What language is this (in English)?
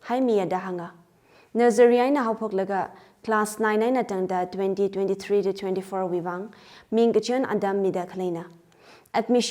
Tangkhul Naga (India)